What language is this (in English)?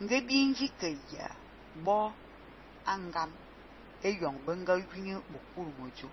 Fang